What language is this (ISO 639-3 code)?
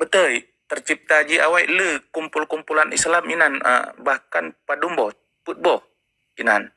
ace